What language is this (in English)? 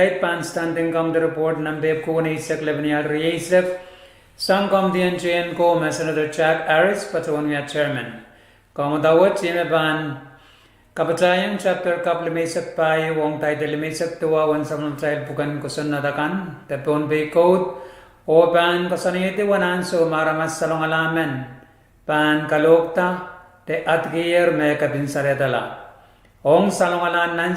Pohnpeian